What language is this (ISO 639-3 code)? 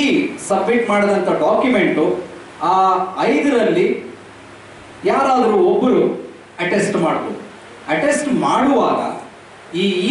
kan